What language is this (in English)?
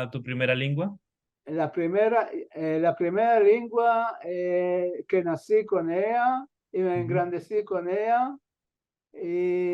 Ladino